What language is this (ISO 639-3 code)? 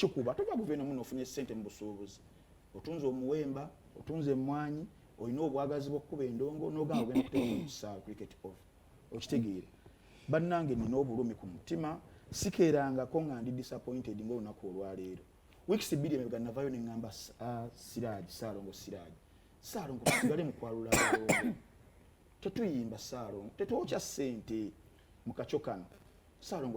lug